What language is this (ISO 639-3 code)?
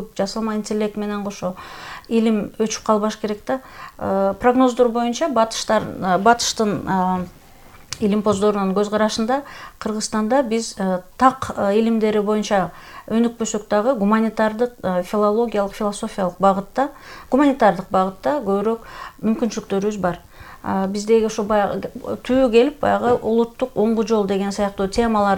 kir